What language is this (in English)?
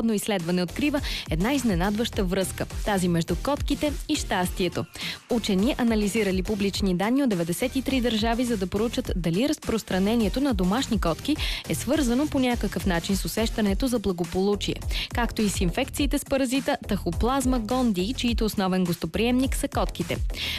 Bulgarian